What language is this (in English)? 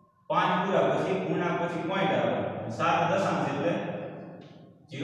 Gujarati